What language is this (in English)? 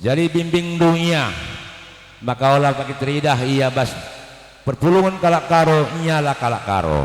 Batak Karo